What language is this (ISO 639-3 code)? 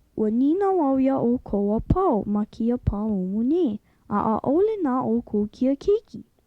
haw